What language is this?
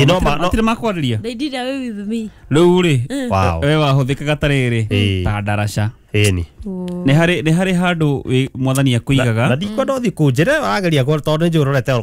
Kikuyu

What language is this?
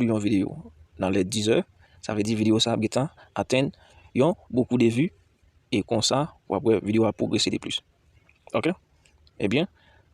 Haitian Creole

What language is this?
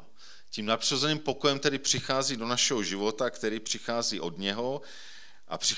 Czech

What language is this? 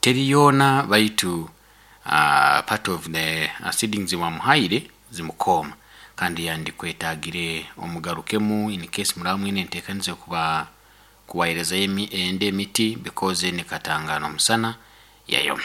Nyoro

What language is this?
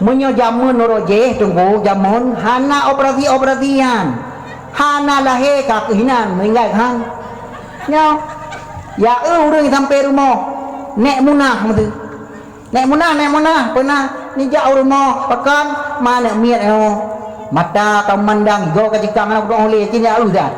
Achinese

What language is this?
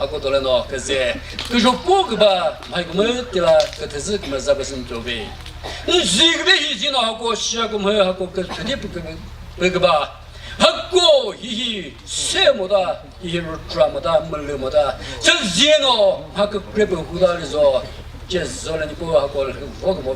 Chokri Naga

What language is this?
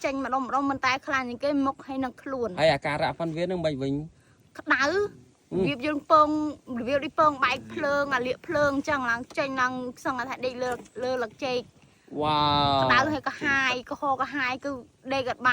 Khmer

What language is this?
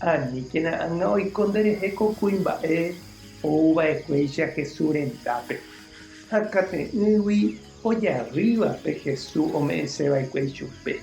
Guarani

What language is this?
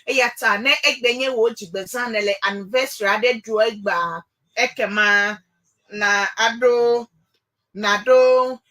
Ewe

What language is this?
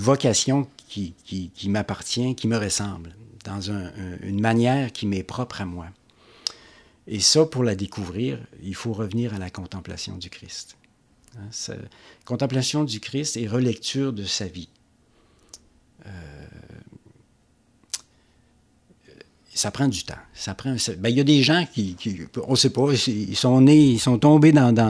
French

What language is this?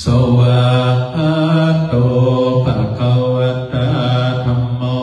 Pali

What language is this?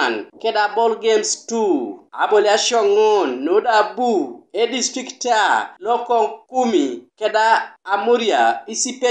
Teso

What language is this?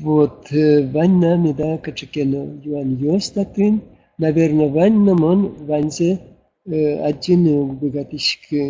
Udmurt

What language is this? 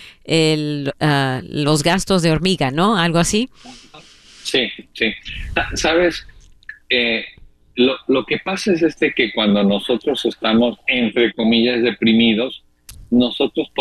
Spanish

